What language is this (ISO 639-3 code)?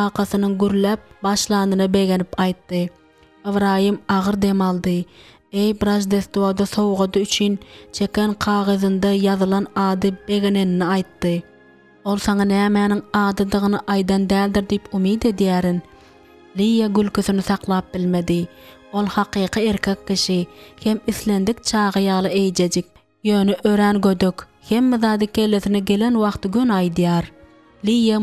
tuk